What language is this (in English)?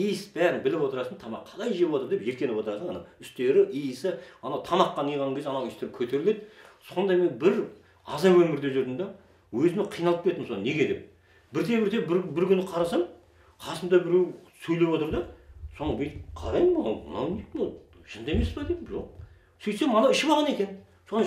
Kazakh